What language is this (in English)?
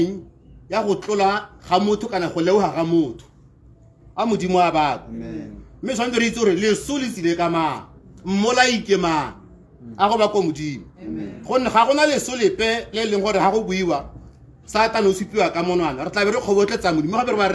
Tswana